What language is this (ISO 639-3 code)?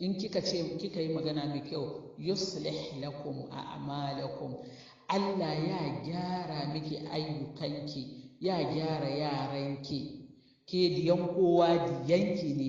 hau